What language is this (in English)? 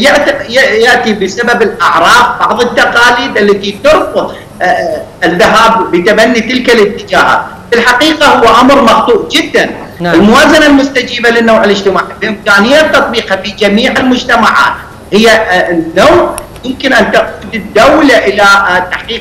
Mesopotamian Arabic